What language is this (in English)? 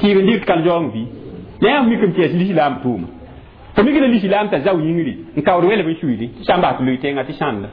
Mossi